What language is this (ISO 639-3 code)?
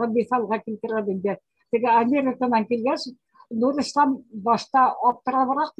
bak